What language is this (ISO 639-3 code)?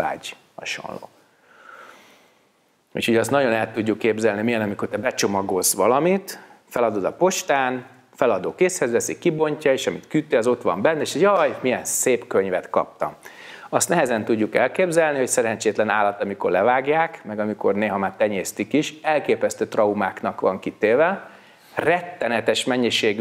hun